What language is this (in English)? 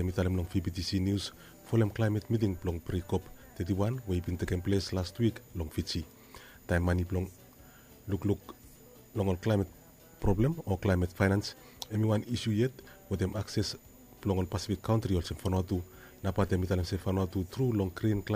Bislama